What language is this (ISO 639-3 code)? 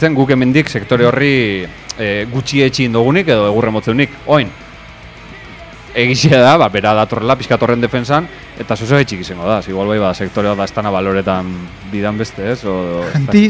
eus